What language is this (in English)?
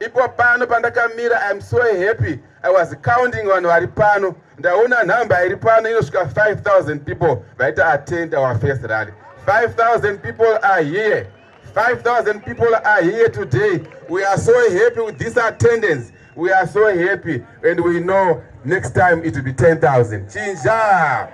Shona